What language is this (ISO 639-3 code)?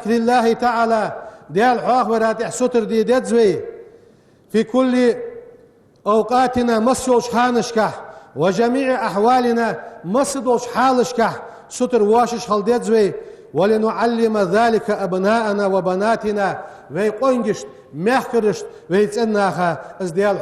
inh